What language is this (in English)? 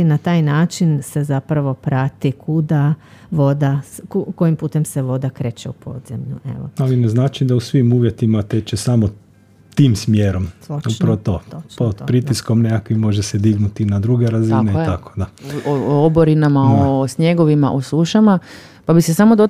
Croatian